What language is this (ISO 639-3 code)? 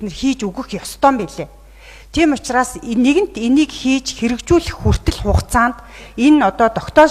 mon